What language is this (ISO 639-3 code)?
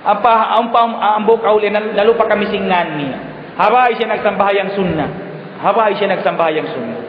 tsg